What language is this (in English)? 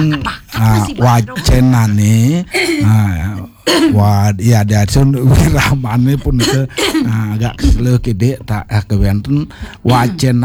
Balinese